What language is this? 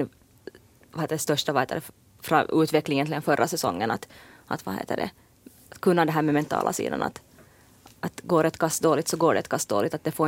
Swedish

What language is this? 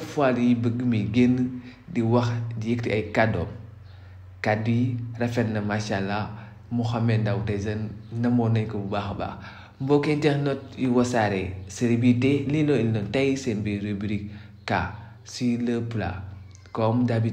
Wolof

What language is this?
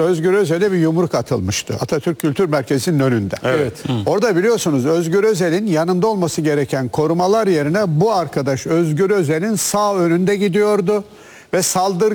Turkish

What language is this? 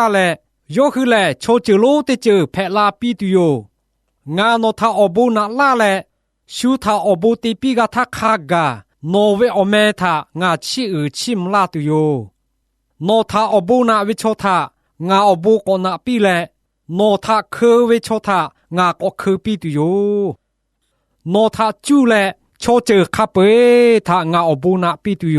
Lahu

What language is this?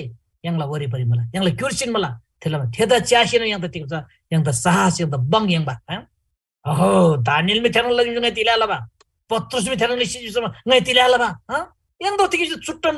Eastern Tamang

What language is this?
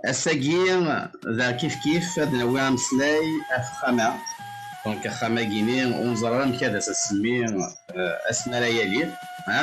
Kabyle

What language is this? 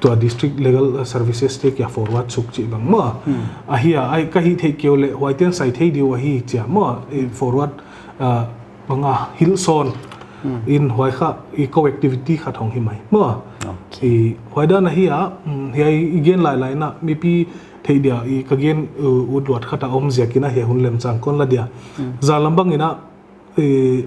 Paite Chin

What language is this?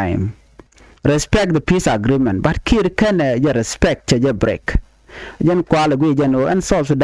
Nuer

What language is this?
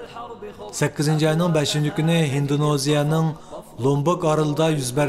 Uyghur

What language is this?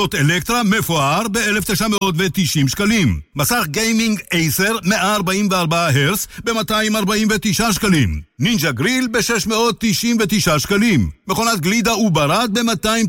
Hebrew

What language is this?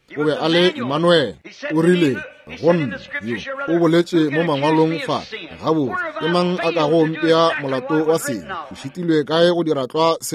Northern Sotho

